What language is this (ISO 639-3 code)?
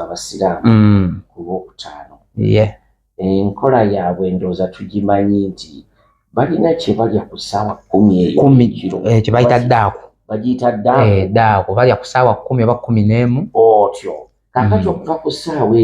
lug